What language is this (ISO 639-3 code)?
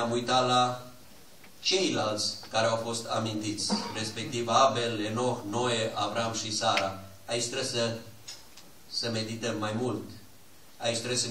ron